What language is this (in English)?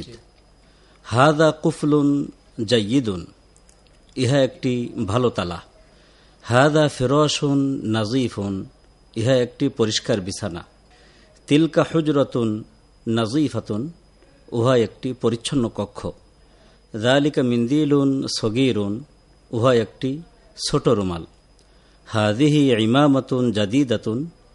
Bangla